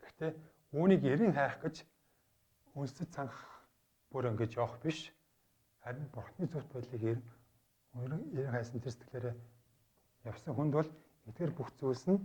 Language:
Mongolian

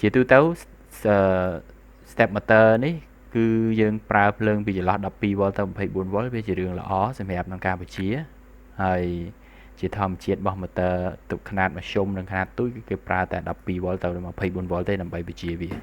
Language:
Khmer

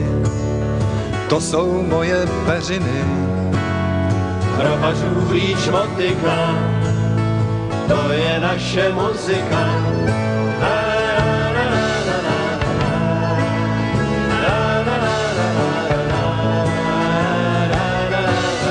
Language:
Czech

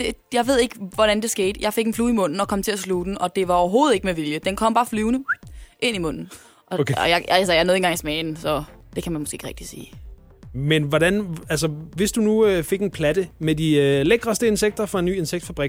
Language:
Danish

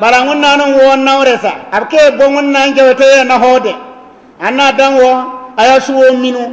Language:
Bissa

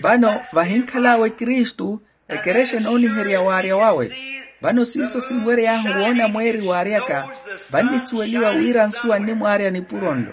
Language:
Makhuwa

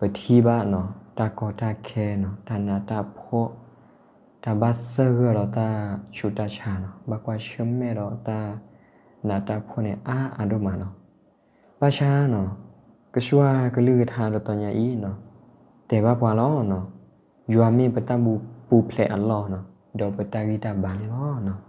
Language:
S'gaw Karen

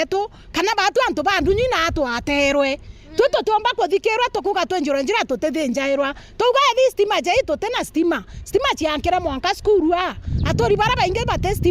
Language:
Meru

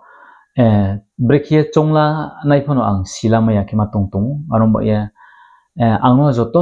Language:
Riang (India)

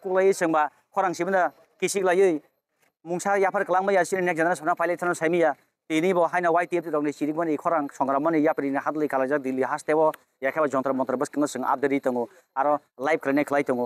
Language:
Kok Borok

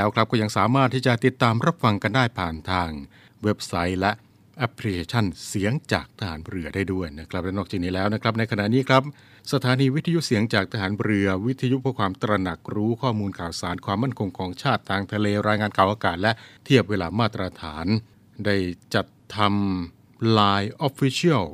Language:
Thai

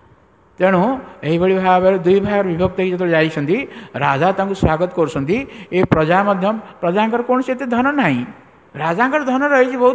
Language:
Odia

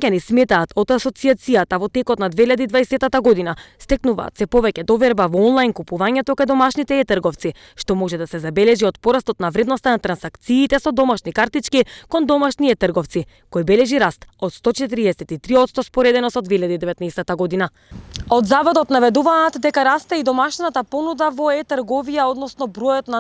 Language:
Macedonian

